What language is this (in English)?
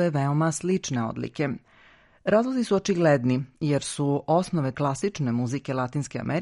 Serbian